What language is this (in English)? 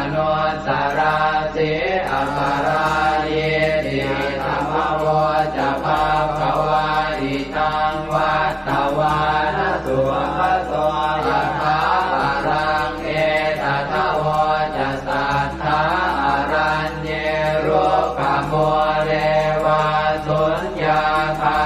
Pali